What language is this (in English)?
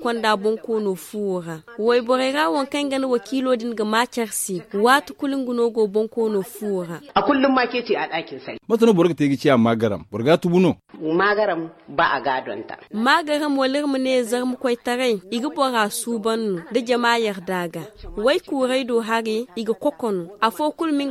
Zarma